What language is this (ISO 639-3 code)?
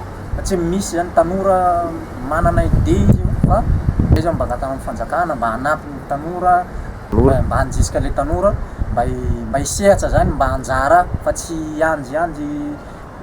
mlg